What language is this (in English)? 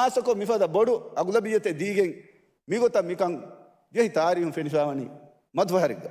Divehi